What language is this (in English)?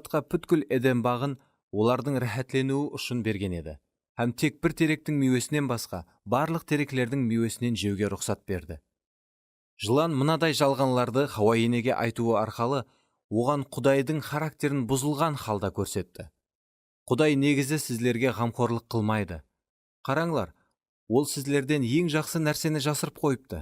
Kara-Kalpak